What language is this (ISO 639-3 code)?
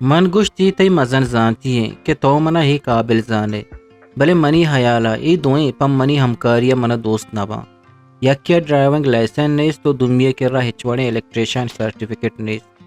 bgp